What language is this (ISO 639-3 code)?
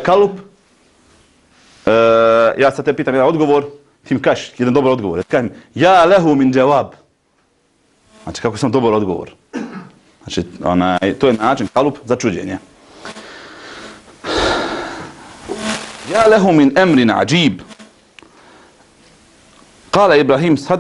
bos